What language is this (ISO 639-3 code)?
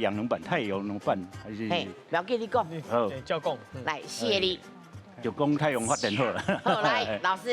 nan